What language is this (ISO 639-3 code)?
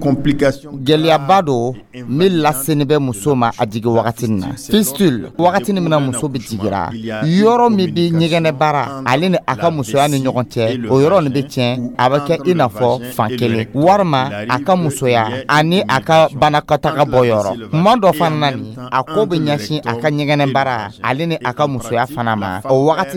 dyu